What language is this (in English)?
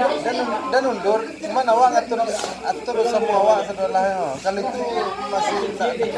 Minangkabau